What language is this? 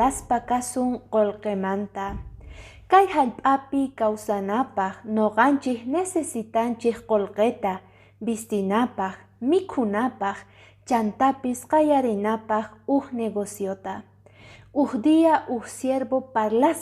Quechua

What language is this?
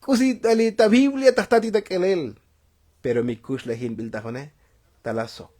Tzotzil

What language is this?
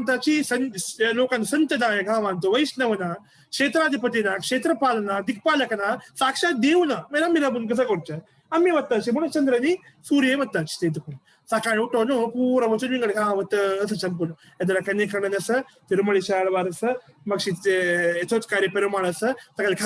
Konkani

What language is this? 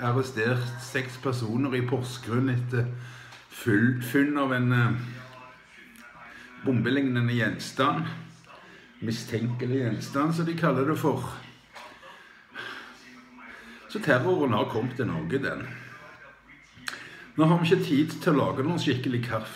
Norwegian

